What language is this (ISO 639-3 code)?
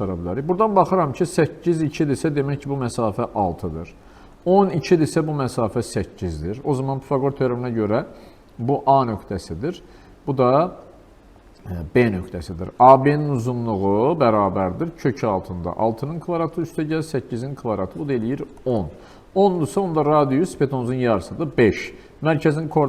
aze